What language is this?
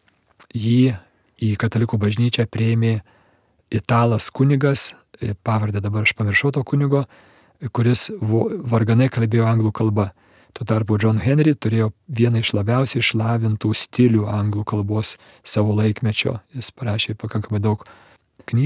Lithuanian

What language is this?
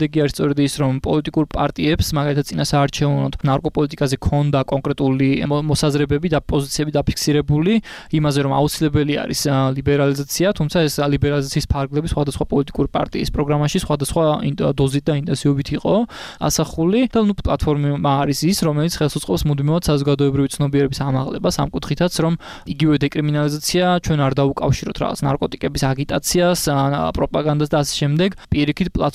Georgian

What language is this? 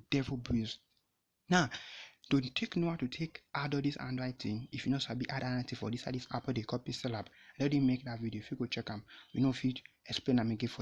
Nigerian Pidgin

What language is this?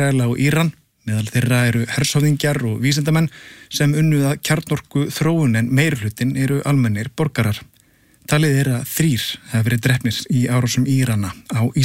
Icelandic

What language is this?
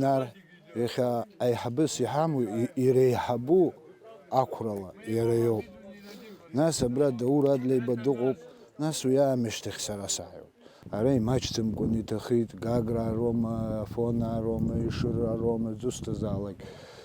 Abkhazian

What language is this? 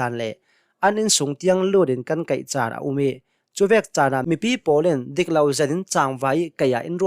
Hakha Chin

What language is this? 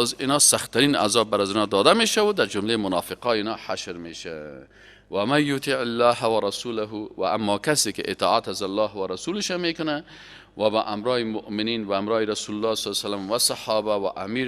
Persian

